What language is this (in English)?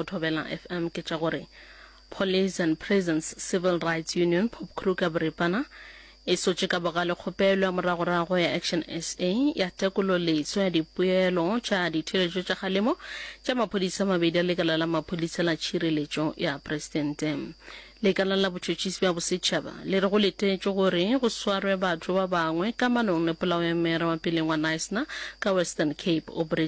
Northern Sotho